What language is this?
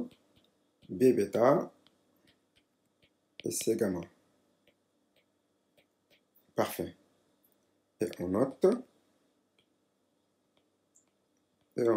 French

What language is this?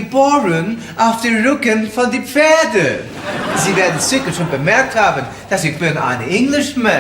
Bavarian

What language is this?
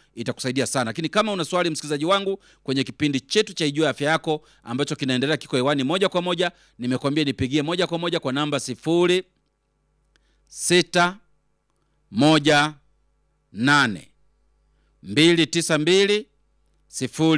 Swahili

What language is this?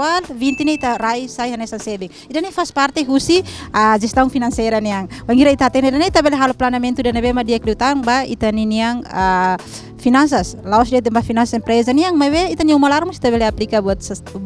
Tetum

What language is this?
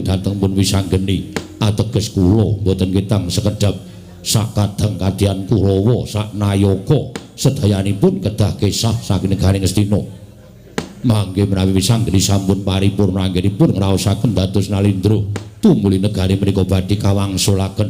Javanese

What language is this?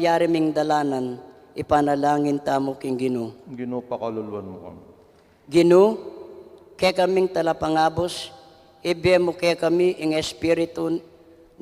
Pampanga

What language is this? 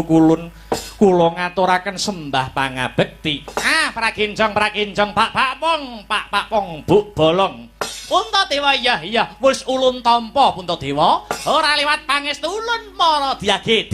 Javanese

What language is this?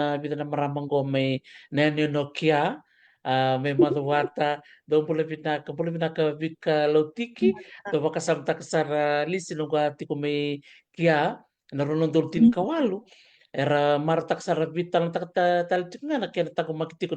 Fijian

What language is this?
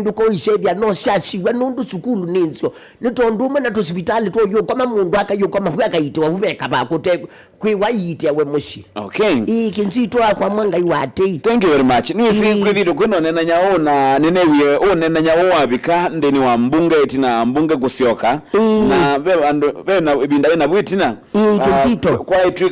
Kamba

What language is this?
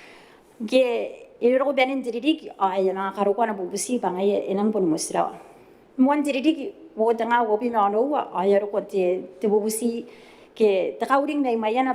Gilbertese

